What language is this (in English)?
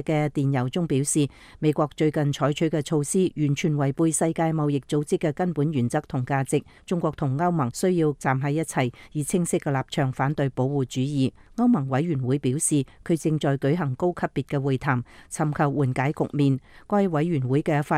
Cantonese